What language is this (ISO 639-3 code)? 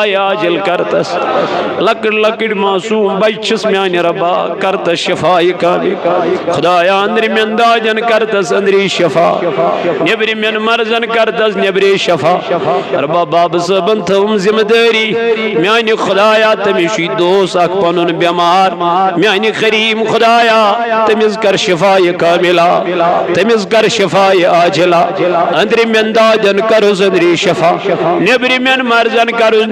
kas